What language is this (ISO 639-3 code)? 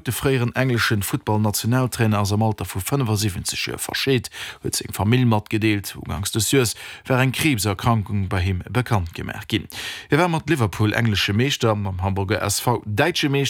ltz